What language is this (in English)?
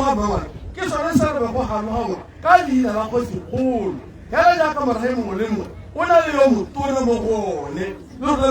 Tswana